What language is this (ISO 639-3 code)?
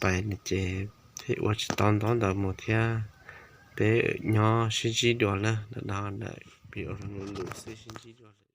hmn